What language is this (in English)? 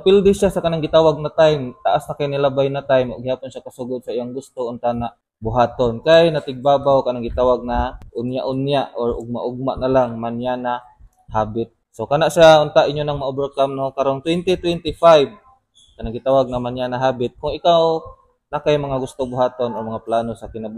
Cebuano